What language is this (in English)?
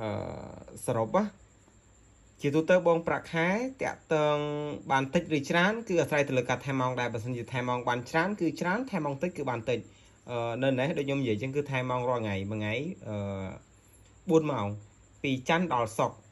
Khmer